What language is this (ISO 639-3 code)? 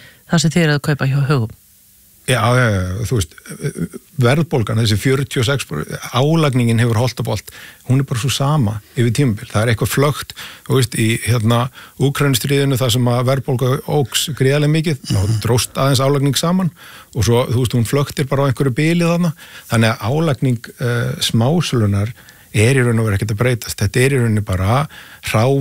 isl